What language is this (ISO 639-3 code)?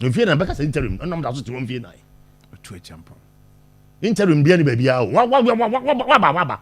aka